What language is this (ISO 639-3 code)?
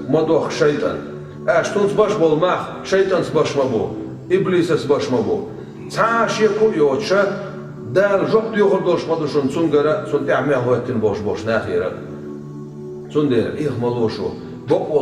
che